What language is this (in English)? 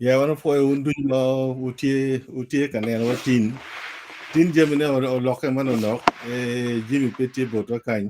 Acoli